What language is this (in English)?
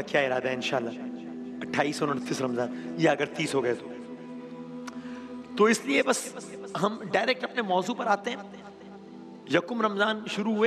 Urdu